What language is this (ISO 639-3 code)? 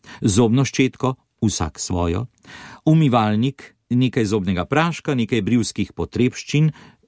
slv